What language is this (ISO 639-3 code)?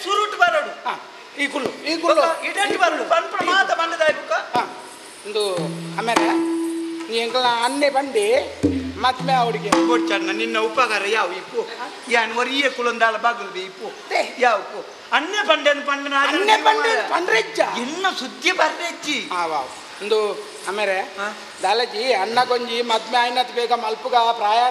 tcy